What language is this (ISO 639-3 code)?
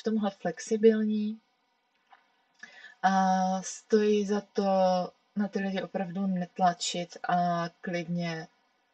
ces